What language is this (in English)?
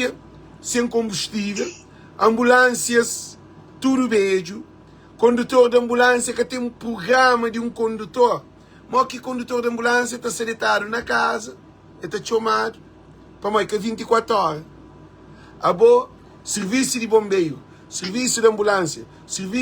Kabuverdianu